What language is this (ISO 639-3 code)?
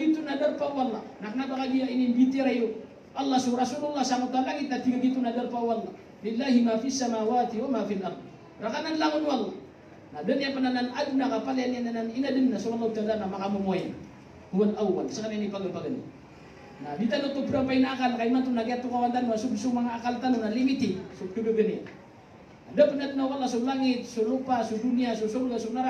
mrw